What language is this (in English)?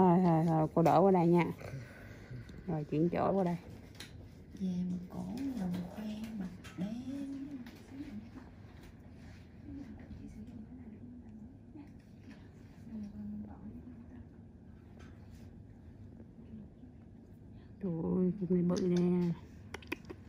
Vietnamese